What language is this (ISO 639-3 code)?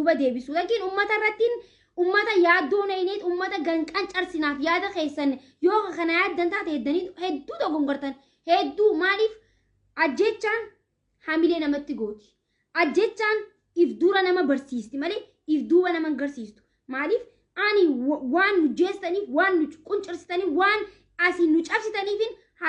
orm